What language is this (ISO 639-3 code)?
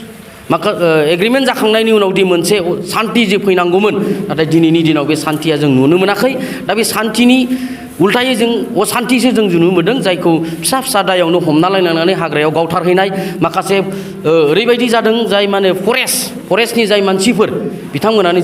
brx